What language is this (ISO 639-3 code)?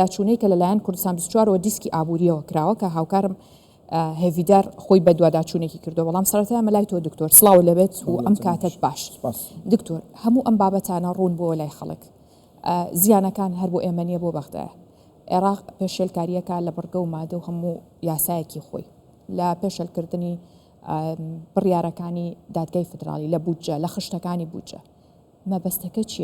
ckb